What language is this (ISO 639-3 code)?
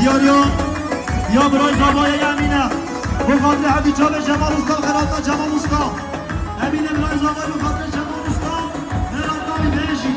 kur